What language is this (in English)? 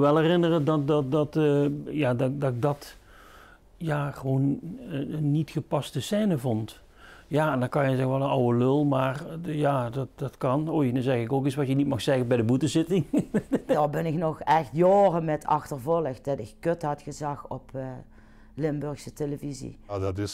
Limburgish